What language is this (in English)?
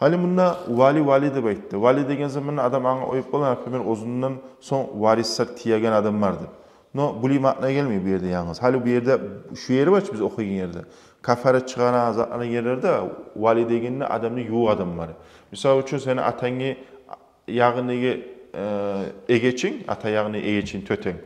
Kumyk